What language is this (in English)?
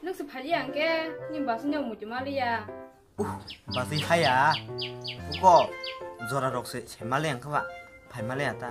Kok Borok